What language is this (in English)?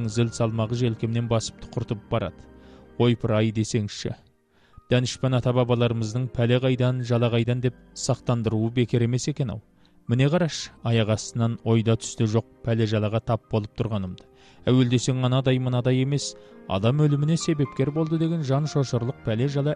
Kazakh